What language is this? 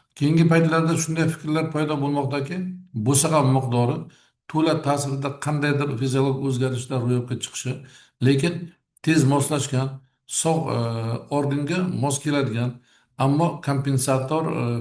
Uzbek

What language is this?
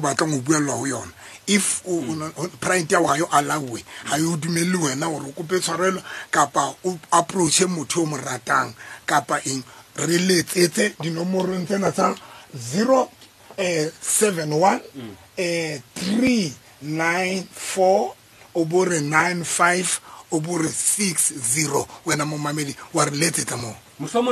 Southern Sotho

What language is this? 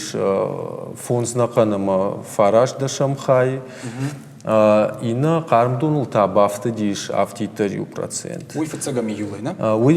Ossetic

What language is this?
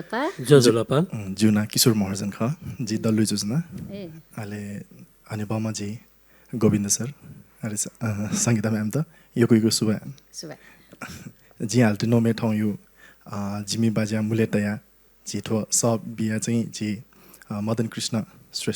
Newari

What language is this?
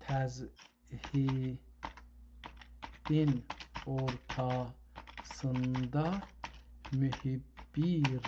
South Azerbaijani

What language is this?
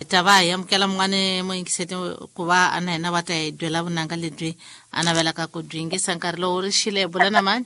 Tsonga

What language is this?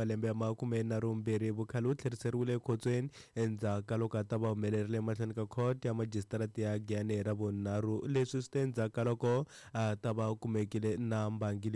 Tsonga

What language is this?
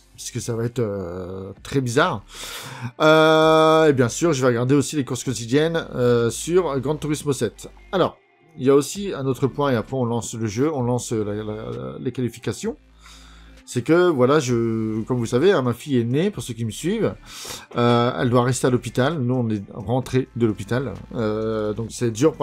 French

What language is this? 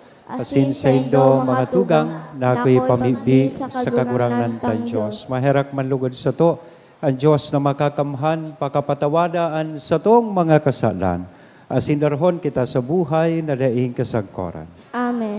Bikol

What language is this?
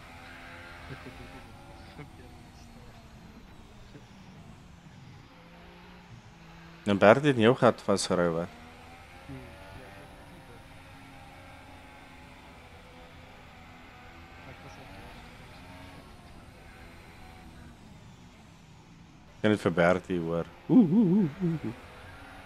Afrikaans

